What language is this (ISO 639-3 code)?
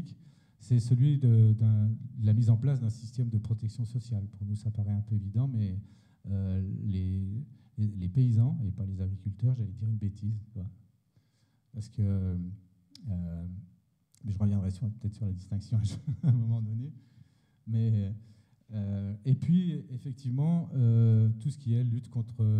fra